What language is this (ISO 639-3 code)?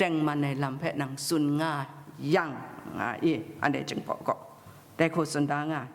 kac